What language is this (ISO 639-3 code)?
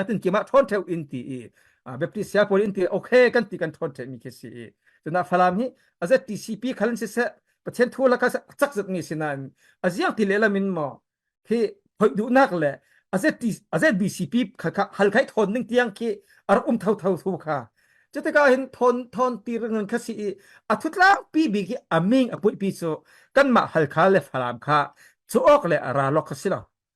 cfm